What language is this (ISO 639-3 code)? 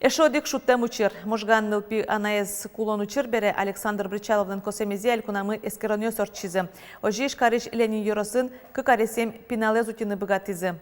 udm